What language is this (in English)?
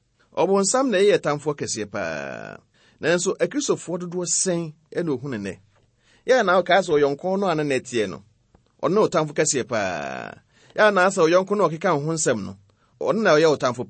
Akan